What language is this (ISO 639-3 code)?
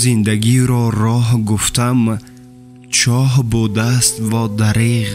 tgk